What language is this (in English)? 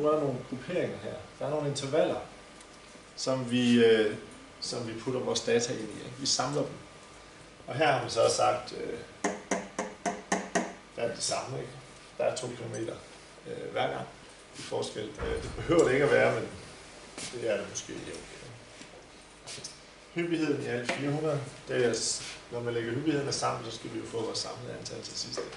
Danish